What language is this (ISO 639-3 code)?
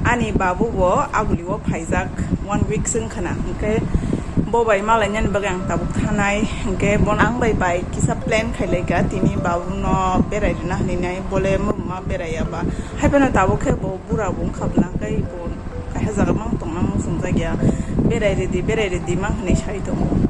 trp